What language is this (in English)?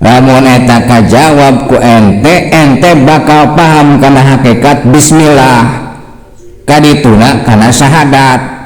Sundanese